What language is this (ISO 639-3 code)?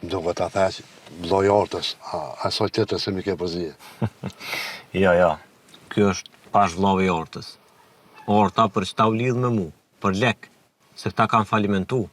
sqi